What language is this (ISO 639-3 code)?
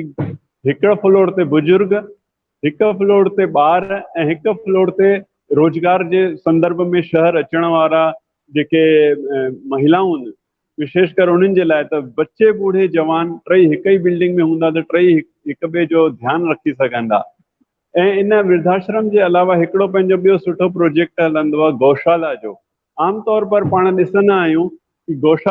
snd